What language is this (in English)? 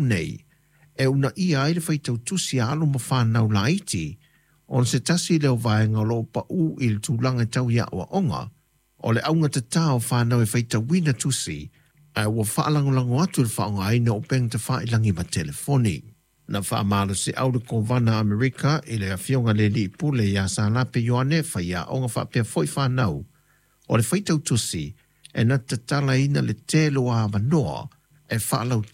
Samoan